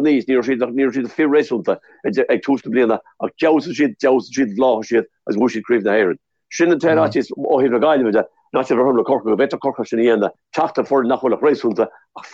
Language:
Irish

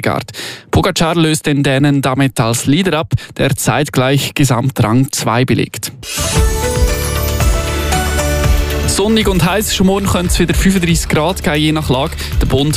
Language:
German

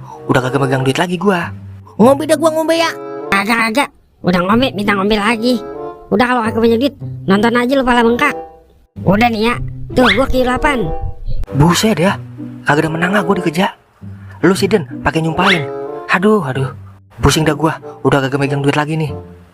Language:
Betawi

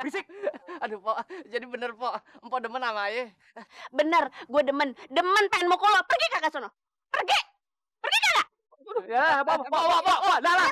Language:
Betawi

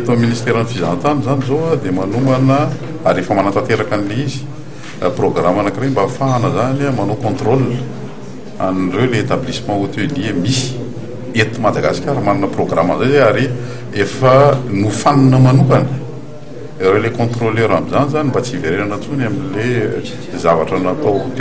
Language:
Malagasy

